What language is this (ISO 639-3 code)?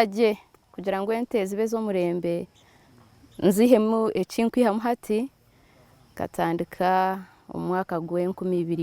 nyn